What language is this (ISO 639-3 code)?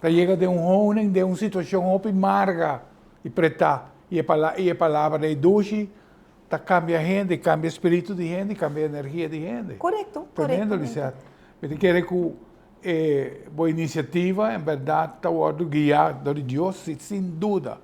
pap